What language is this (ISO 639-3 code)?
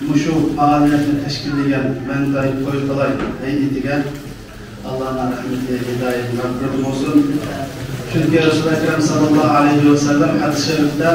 uig